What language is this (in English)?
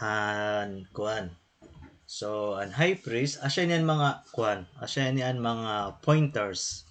Waray